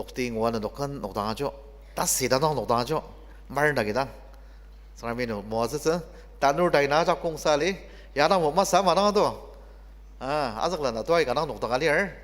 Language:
Ao Naga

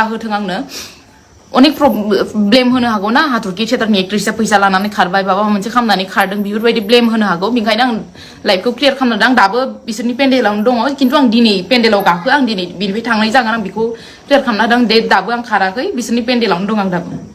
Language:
Bodo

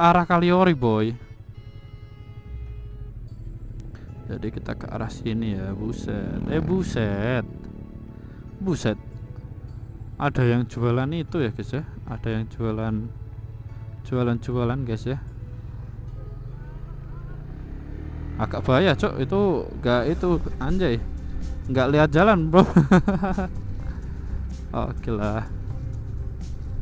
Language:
Indonesian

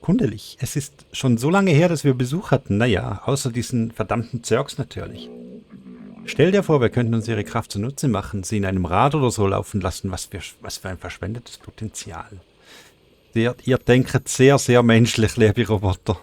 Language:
Swiss German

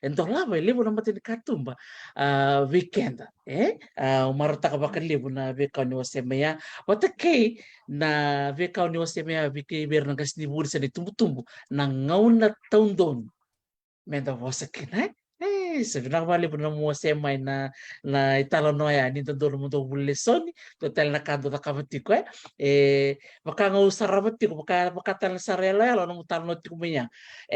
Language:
Fijian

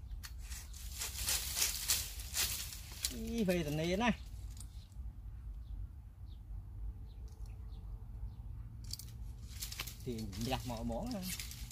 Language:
Vietnamese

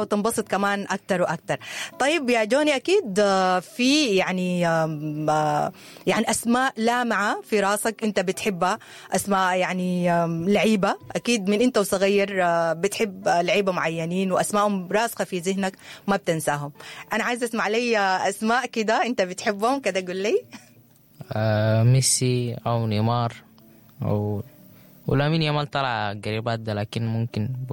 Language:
Sudanese Arabic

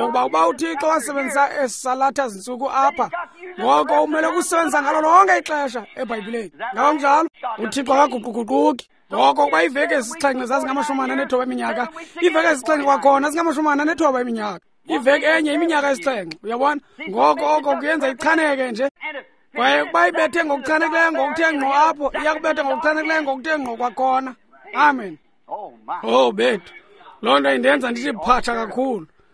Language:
Xhosa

